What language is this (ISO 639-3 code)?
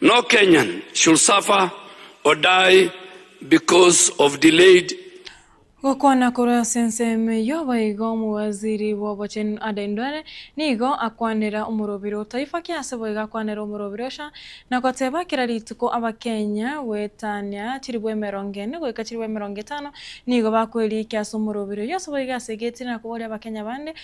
guz